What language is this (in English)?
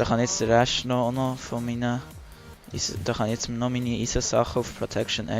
Swiss German